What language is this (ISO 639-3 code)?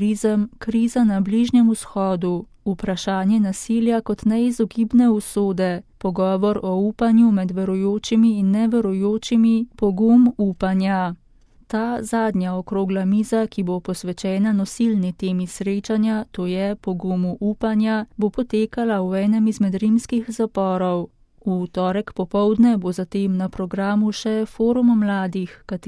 slv